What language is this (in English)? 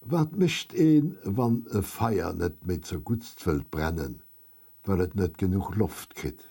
Luxembourgish